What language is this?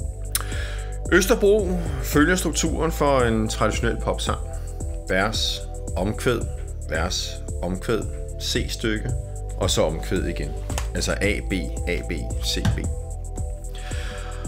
Danish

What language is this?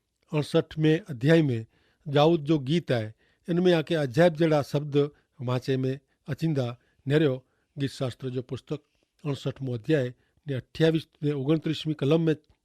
Kachhi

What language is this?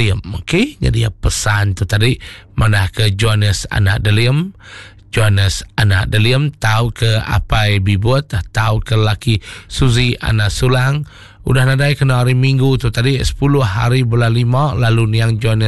Iban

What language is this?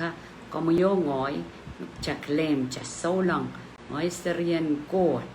Pohnpeian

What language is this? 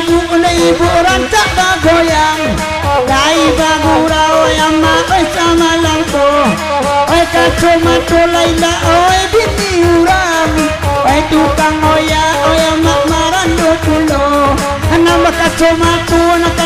Minangkabau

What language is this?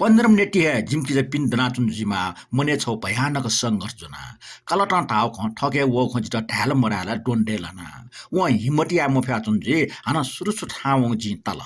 Newari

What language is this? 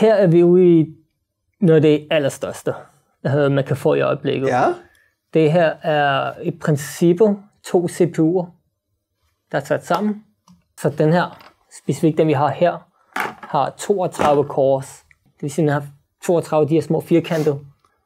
Danish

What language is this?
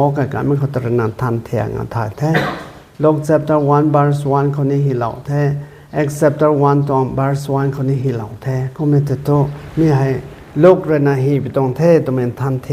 Rongmei Naga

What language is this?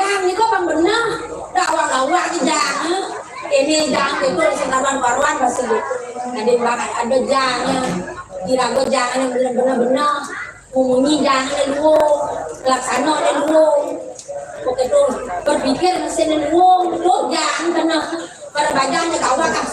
Balinese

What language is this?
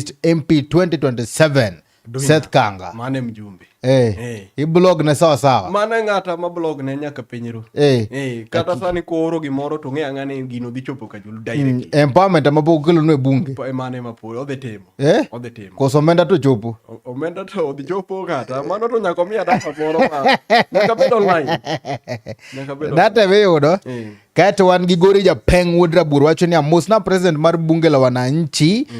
Luo (Kenya and Tanzania)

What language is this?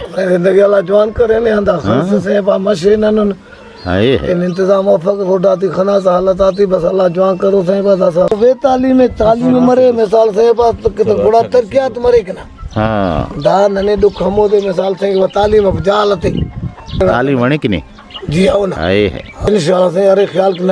Brahui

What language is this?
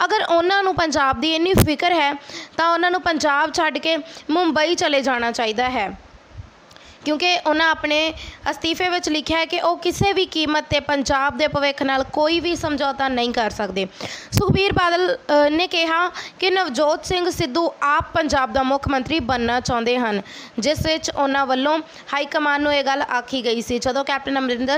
Punjabi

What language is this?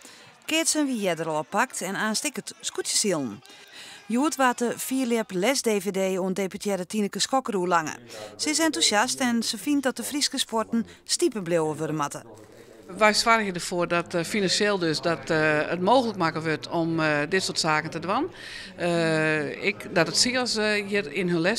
Western Frisian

